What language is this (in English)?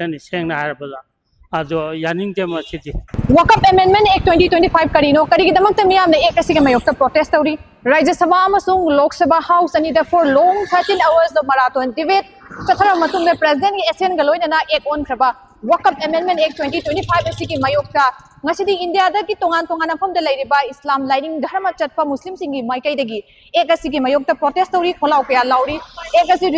Manipuri